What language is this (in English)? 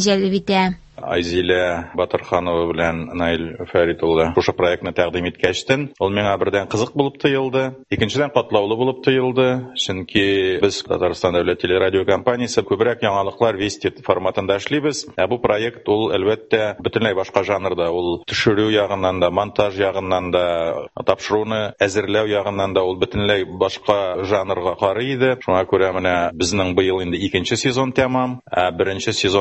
Tatar